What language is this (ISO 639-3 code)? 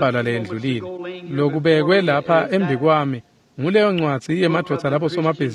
ssw